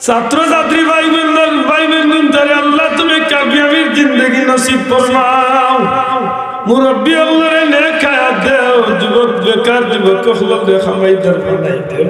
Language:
Sylheti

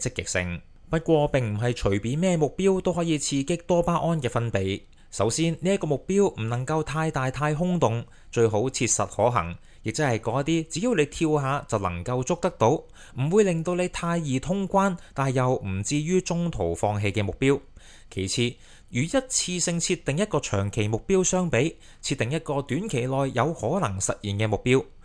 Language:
Cantonese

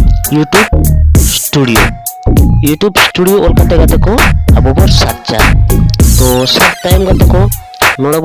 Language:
Santali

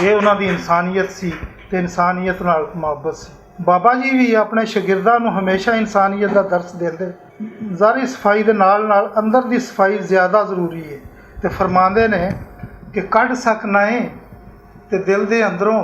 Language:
Western Panjabi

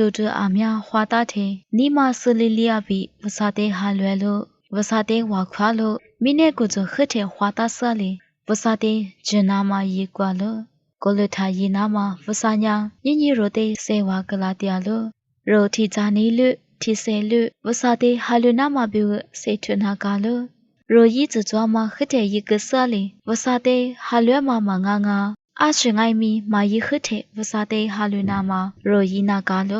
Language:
Lisu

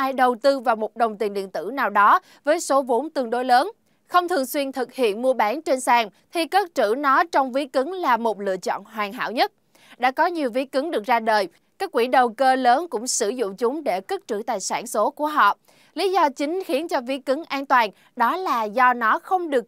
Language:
Vietnamese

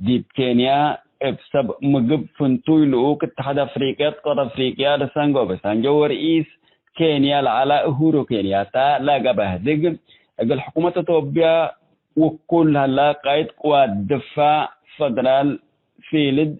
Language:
Tigre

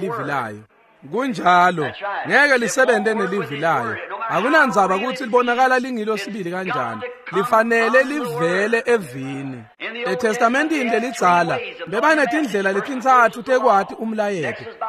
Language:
Swati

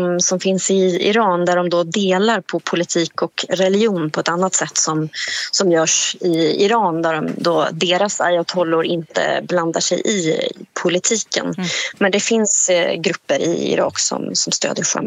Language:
Swedish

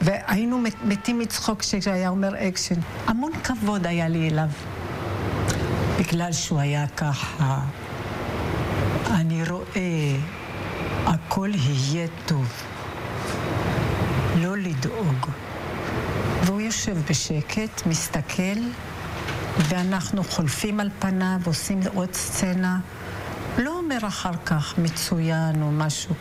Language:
Hebrew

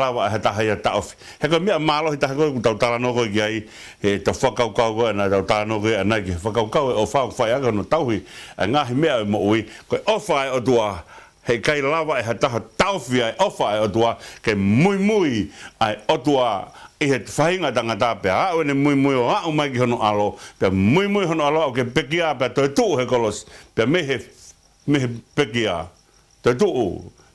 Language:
Tongan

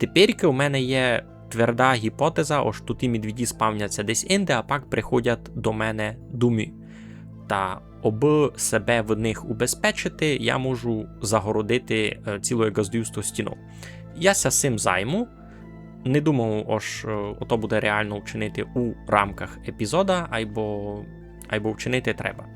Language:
Rusyn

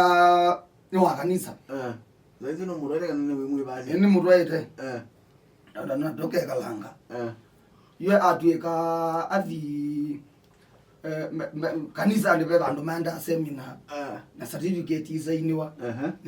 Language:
Kamba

